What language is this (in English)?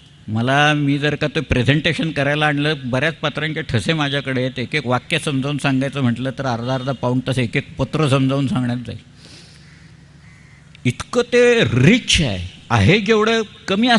Marathi